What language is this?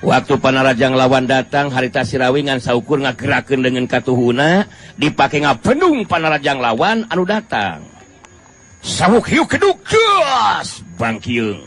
Sundanese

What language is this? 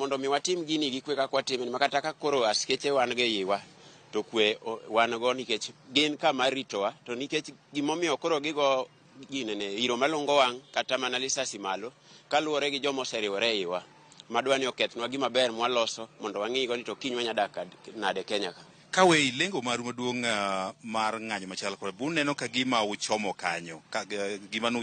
Luo (Kenya and Tanzania)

